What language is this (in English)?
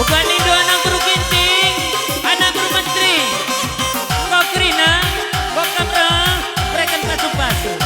Batak Karo